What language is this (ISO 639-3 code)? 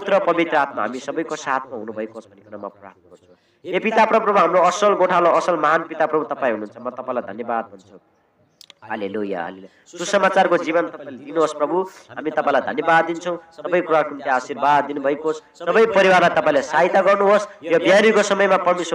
nep